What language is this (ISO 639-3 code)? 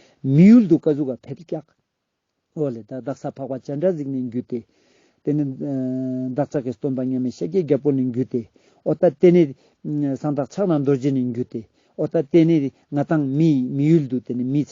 lbj